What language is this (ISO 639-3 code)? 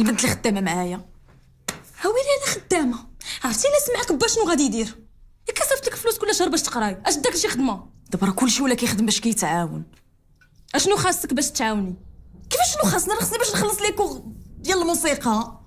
ary